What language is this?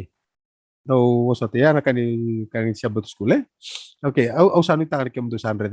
Fijian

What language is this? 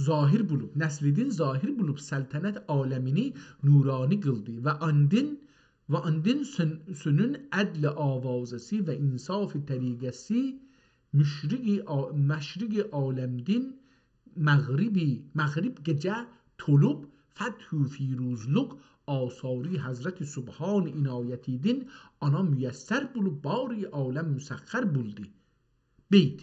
South Azerbaijani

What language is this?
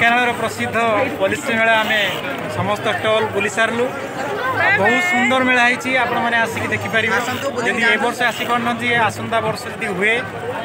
Odia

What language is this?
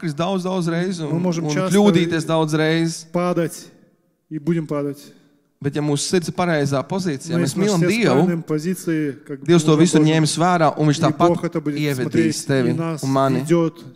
Latvian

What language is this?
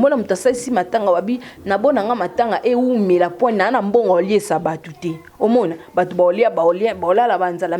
Lingala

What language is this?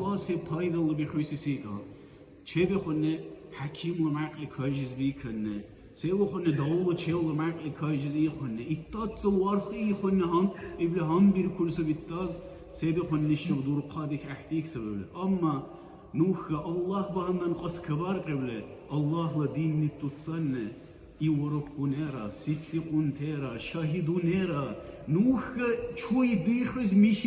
Dargwa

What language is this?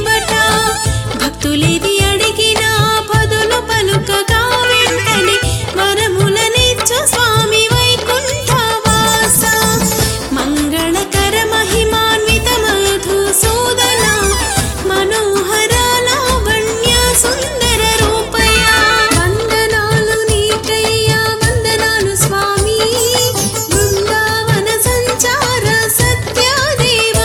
Telugu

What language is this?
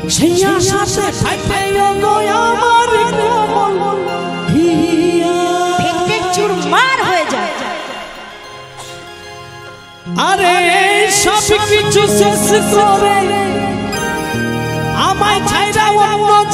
Bangla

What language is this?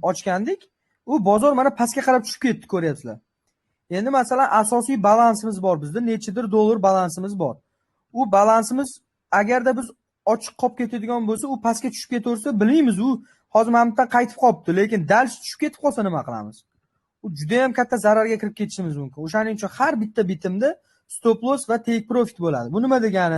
Uzbek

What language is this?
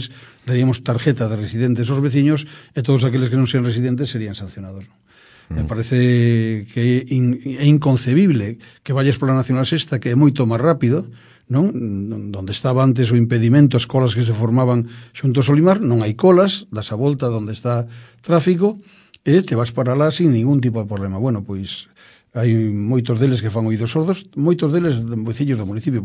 Galician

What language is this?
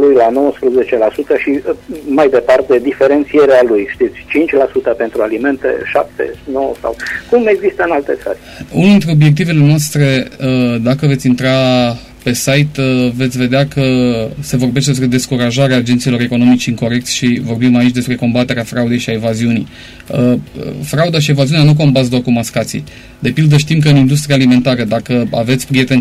Romanian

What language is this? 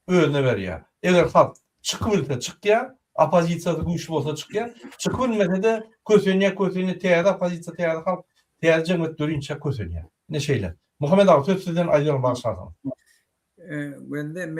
Turkmen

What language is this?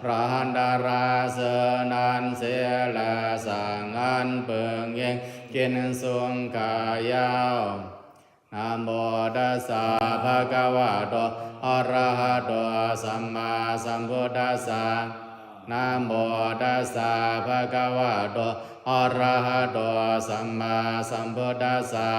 Pali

